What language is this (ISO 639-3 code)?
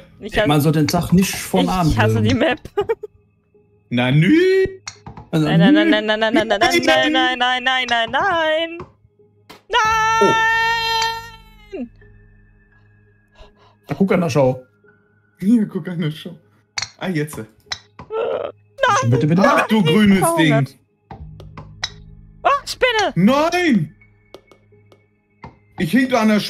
deu